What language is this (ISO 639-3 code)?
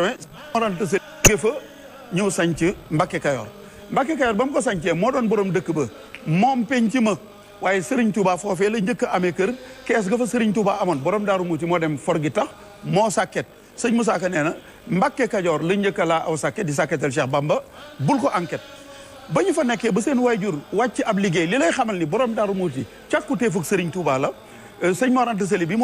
wol